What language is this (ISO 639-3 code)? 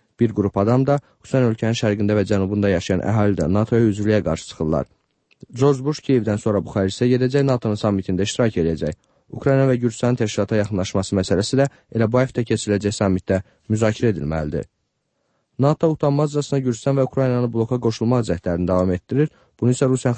aze